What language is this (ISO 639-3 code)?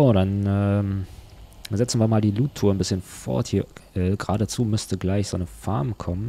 deu